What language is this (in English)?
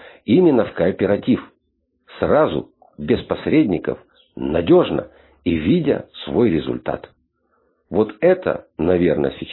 Russian